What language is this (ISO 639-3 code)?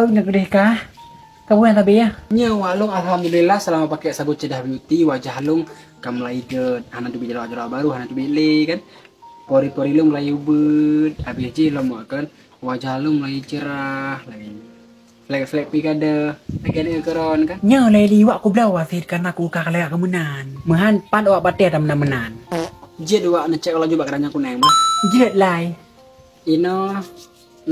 ace